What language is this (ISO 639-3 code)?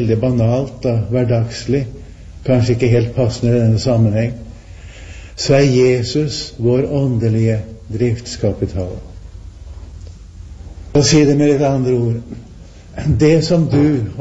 nor